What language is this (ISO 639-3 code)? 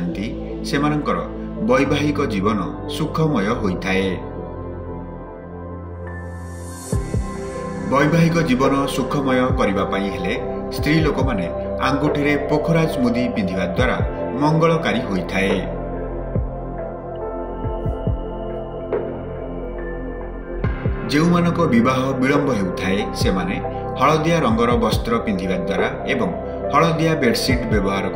ori